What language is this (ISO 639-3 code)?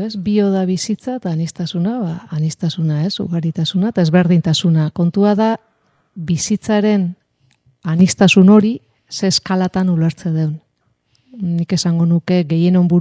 eus